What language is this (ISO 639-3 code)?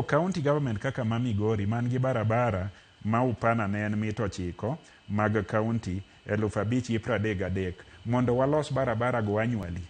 luo